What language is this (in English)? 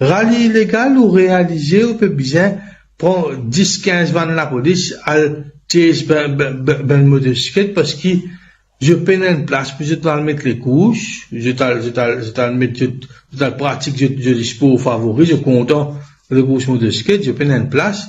Morisyen